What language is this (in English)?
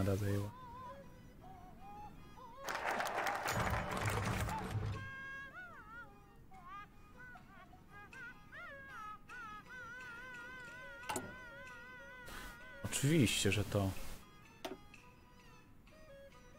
Polish